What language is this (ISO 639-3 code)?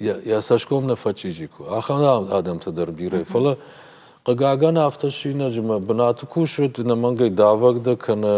oss